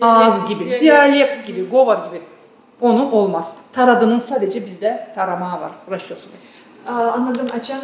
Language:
Gagauz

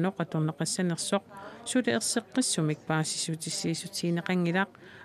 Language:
Kalaallisut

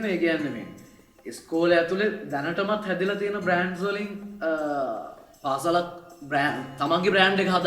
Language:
Sinhala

